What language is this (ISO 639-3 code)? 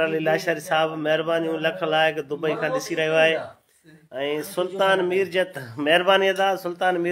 snd